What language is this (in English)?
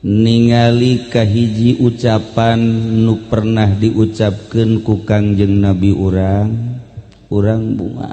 Sundanese